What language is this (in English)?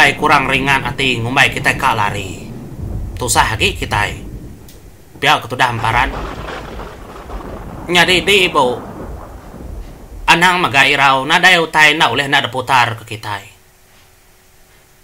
Iban